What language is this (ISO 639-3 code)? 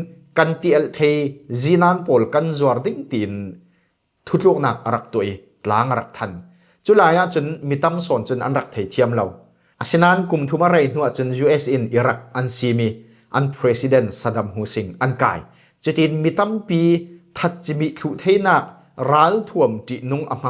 cfm